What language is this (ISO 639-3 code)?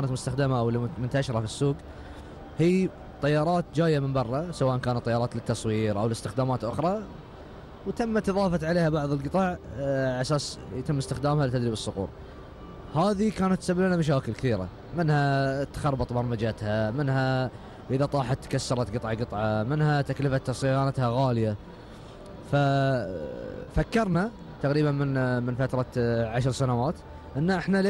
afb